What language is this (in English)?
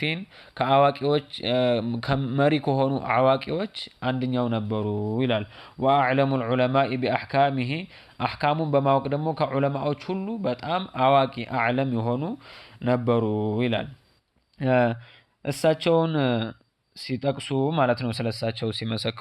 Amharic